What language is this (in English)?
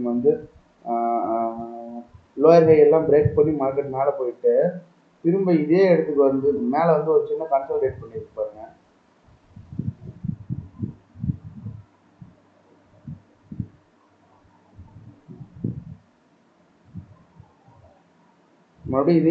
Tamil